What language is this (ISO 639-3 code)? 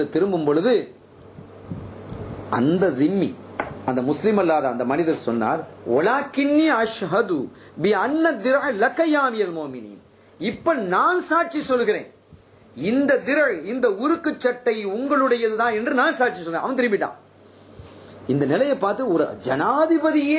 tam